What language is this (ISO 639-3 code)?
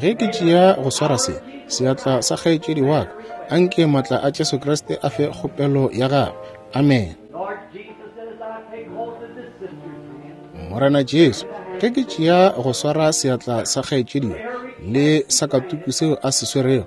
nso